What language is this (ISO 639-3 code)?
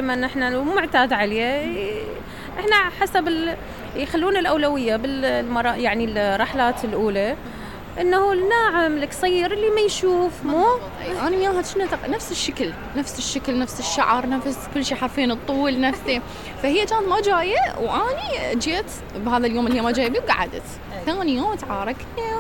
acm